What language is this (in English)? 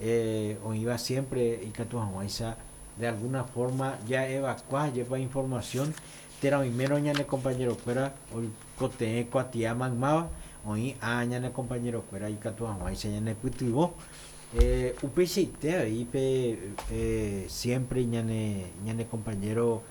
Guarani